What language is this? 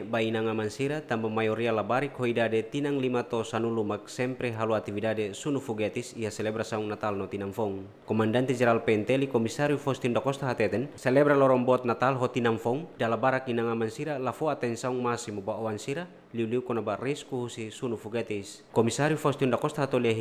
Tetum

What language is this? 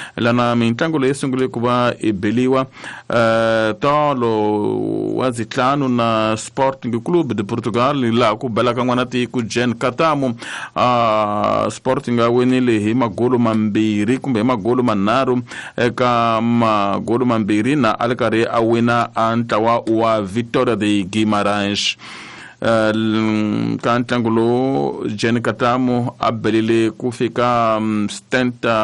Tsonga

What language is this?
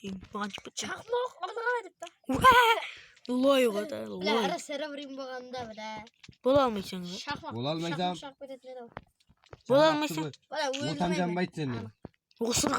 Kara-Kalpak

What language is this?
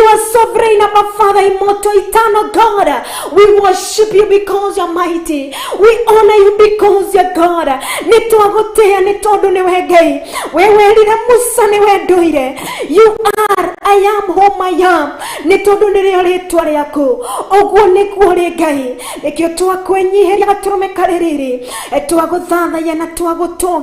Kikuyu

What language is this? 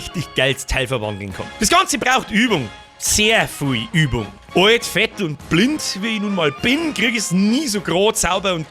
Bavarian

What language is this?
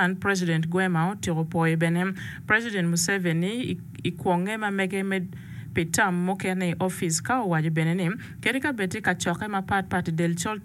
Acoli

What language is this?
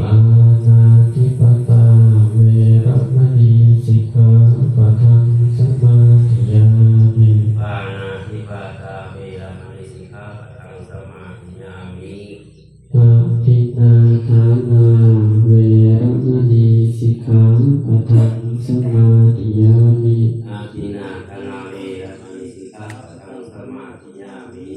Pali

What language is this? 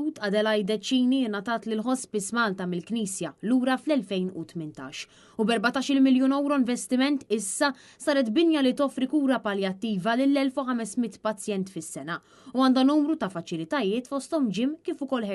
Maltese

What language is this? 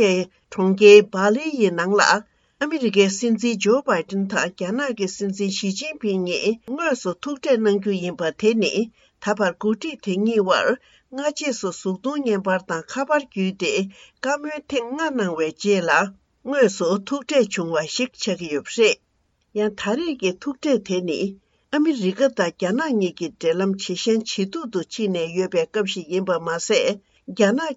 Tibetan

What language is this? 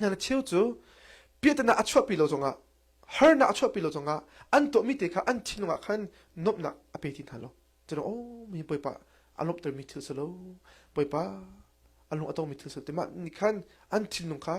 Hakha Chin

